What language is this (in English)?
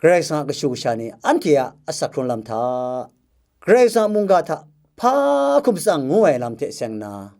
Kachin